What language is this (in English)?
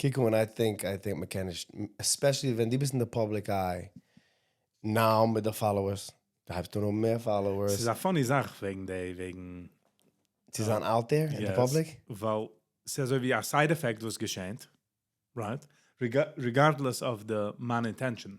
Yiddish